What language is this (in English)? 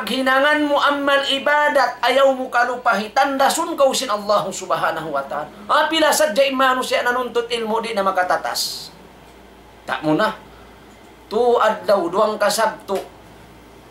Tausug